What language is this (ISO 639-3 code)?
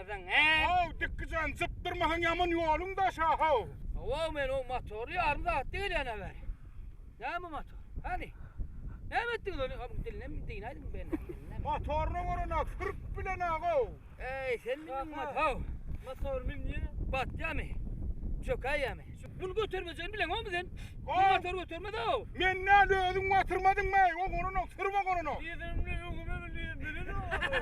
tuk